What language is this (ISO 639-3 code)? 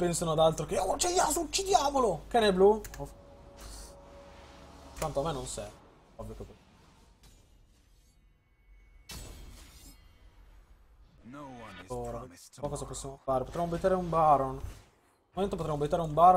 ita